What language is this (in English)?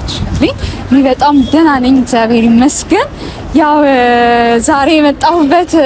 Amharic